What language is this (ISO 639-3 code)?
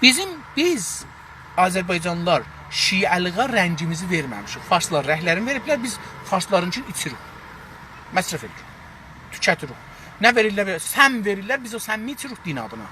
azb